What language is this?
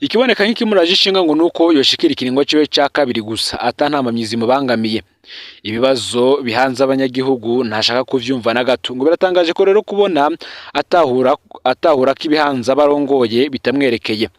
Rundi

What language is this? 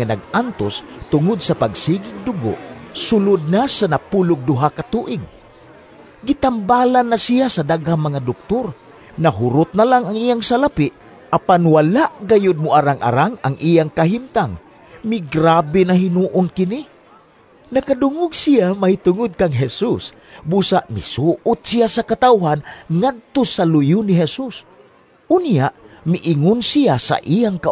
Cebuano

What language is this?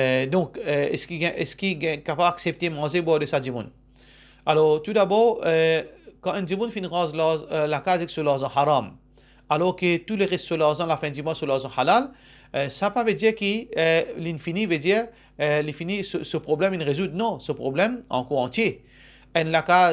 Morisyen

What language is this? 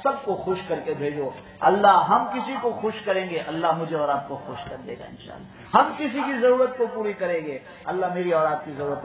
Urdu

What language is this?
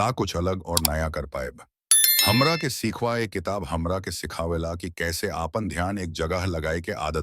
Bhojpuri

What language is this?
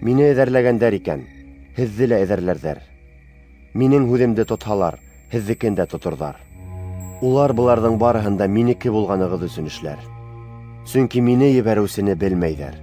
Bashkir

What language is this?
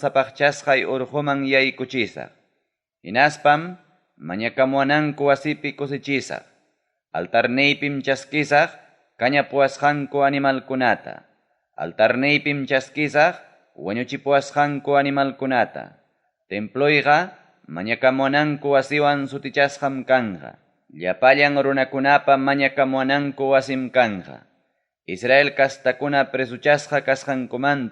Ayacucho Quechua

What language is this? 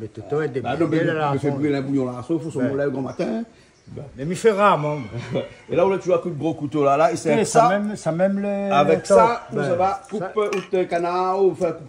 Réunion Creole French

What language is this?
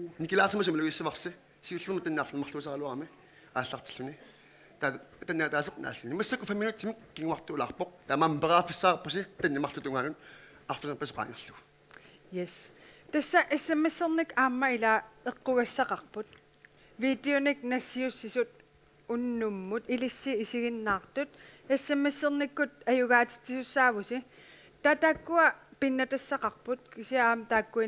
Kalaallisut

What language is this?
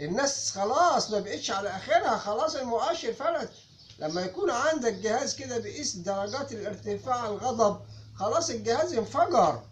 Egyptian Arabic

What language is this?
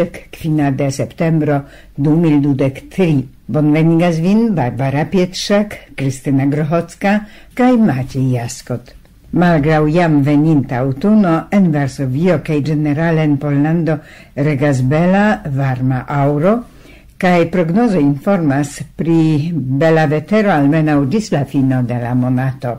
Esperanto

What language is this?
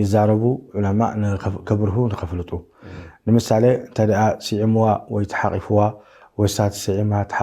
Tigrinya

